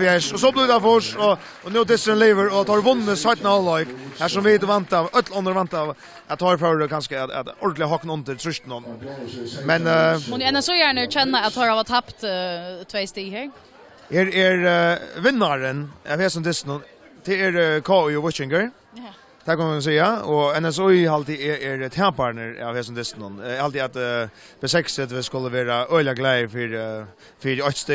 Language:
Faroese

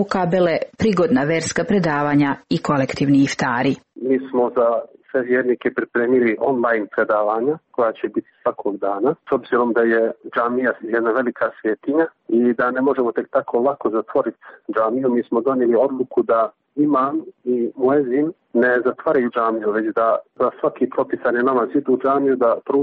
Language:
Serbian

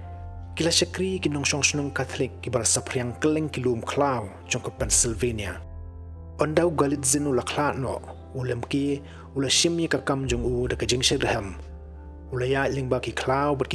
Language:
Khasi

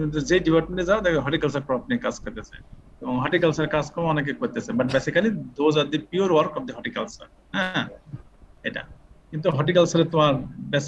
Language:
Bangla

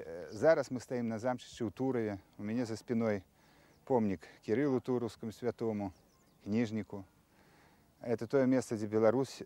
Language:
Belarusian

